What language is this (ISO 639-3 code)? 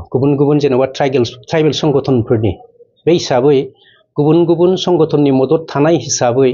brx